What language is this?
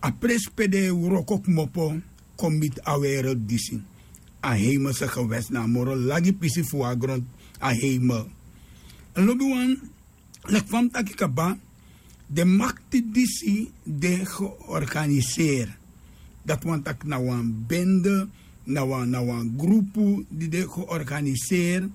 Sranan Tongo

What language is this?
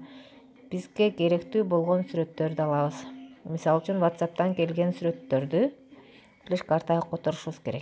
Kyrgyz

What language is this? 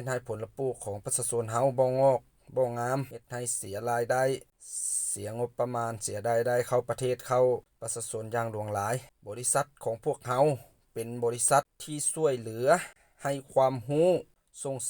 Lao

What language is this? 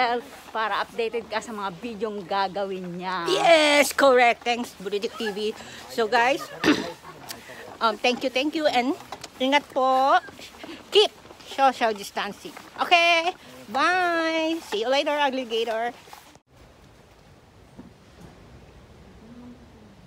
Filipino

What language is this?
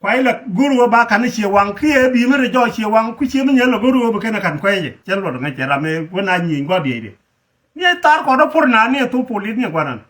Nuer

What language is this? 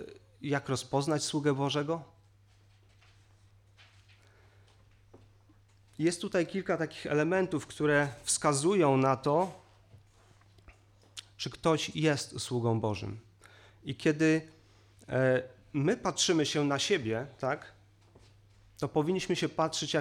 Polish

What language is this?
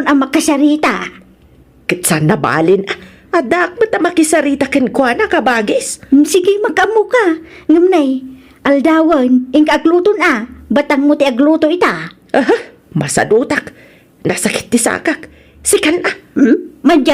Iloko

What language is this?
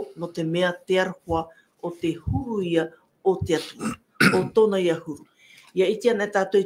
Tahitian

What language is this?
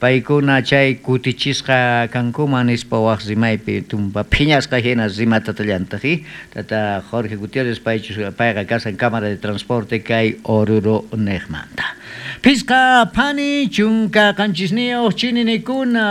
South Bolivian Quechua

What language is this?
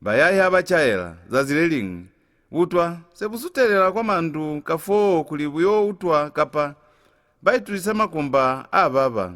Lozi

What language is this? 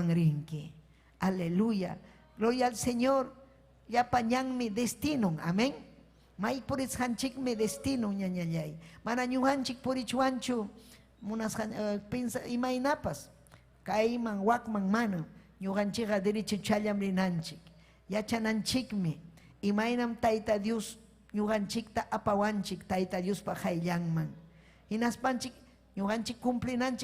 Ayacucho Quechua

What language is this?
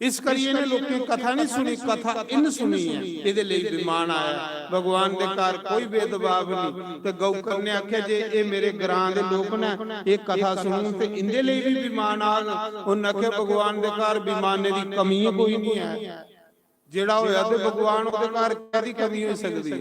Dogri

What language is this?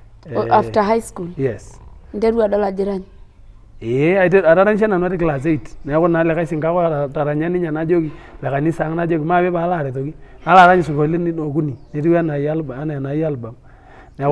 Masai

